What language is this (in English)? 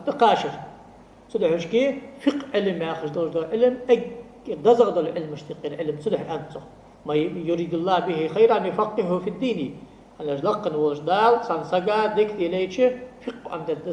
Ingush